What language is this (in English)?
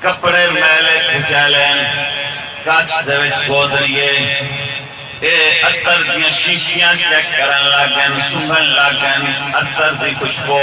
Saraiki